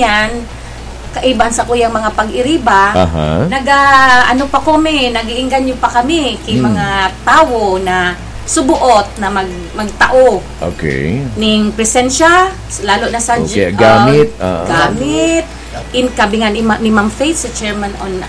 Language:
Bikol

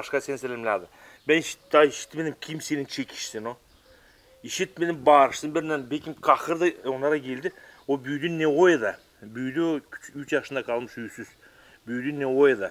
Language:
Gagauz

